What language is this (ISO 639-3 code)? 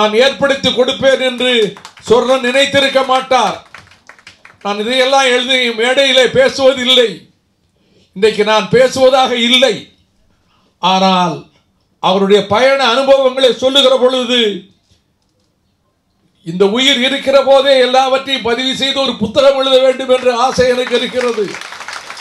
tam